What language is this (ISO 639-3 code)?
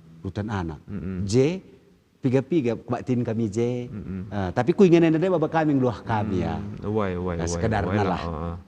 btx